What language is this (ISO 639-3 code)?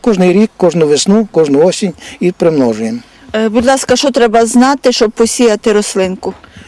ukr